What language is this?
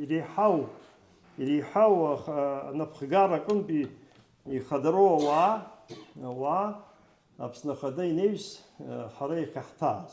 Abkhazian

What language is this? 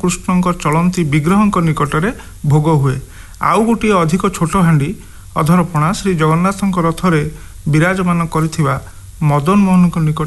Odia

